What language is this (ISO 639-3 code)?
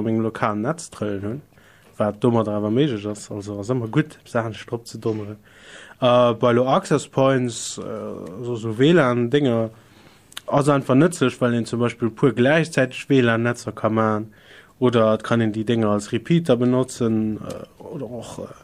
ltz